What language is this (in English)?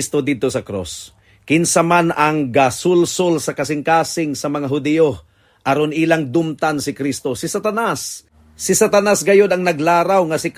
Cebuano